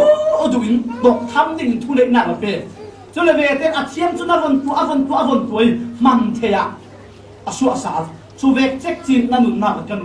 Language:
Falam Chin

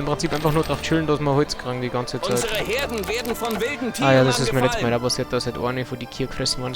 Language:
Bavarian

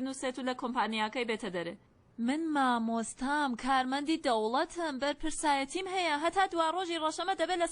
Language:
Central Kurdish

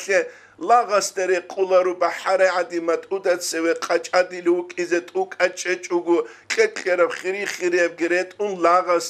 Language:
Avaric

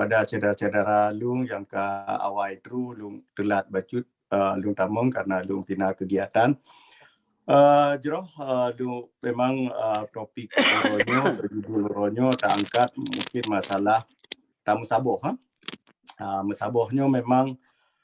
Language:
Achinese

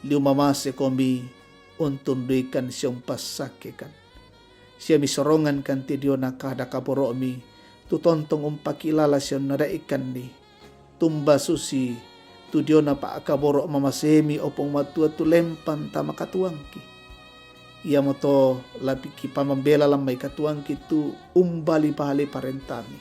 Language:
Toraja-Sa'dan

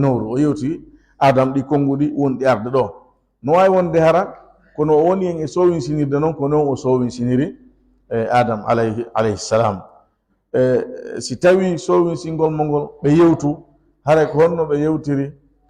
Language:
Fula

